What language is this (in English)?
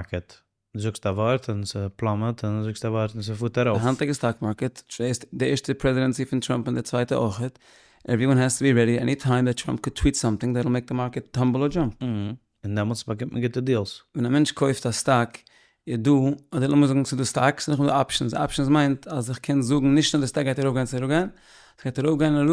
Yiddish